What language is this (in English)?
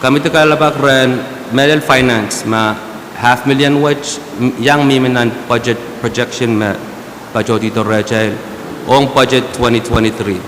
Pohnpeian